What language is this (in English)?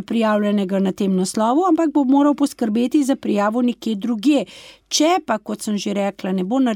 Slovenian